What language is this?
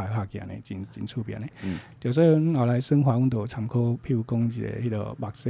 Min Nan Chinese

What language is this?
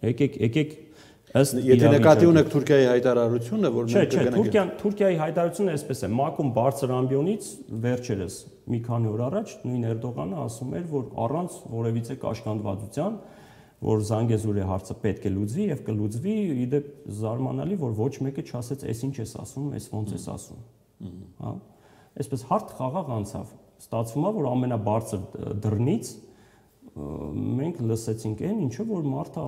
Armenian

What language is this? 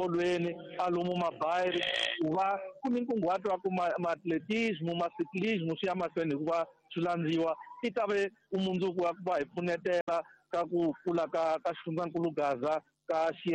Tsonga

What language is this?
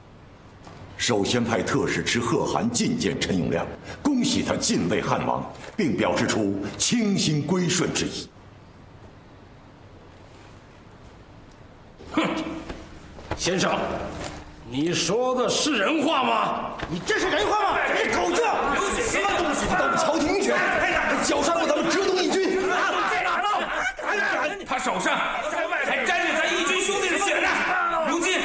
Chinese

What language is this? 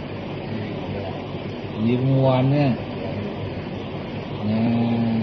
Thai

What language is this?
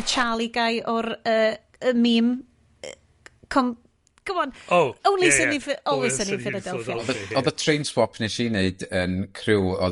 Welsh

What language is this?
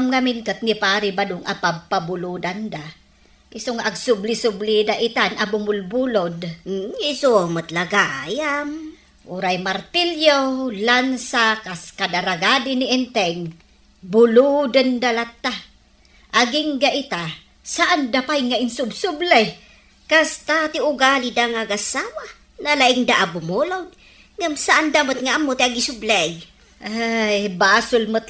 Iloko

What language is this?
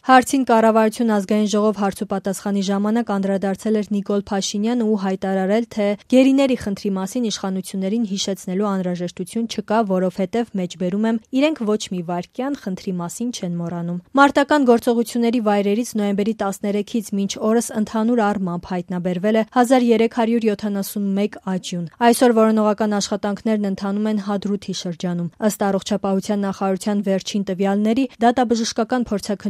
Armenian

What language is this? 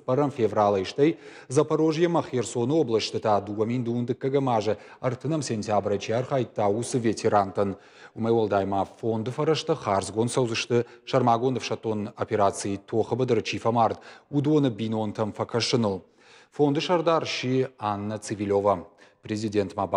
Ossetic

